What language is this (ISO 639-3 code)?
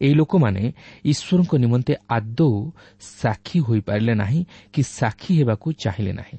ori